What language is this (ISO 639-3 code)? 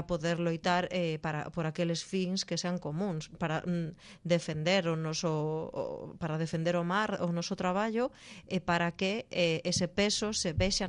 glg